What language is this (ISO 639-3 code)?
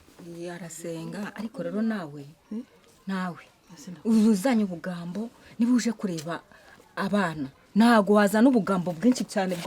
kin